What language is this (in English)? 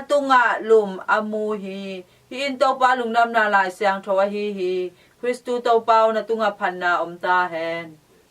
Tedim Chin